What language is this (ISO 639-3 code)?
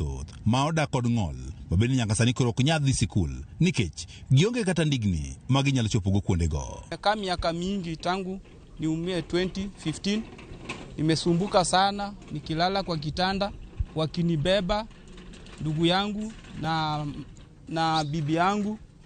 luo